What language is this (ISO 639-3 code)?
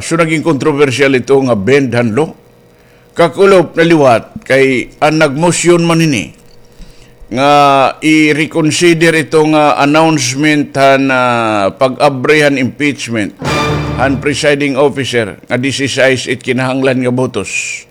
war